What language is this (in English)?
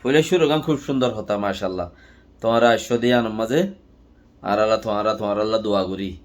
Rohingya